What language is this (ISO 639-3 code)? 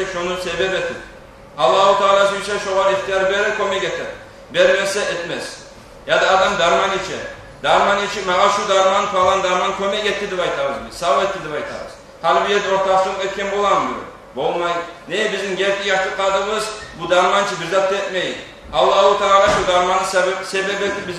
kum